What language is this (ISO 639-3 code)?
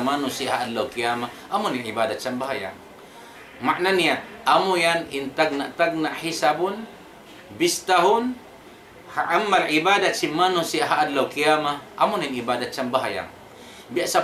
tsg